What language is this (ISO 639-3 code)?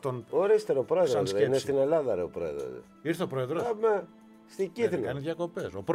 ell